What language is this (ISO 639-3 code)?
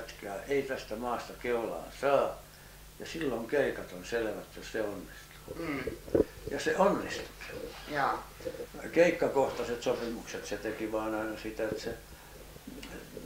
fin